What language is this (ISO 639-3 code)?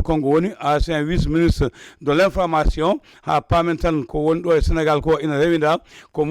ful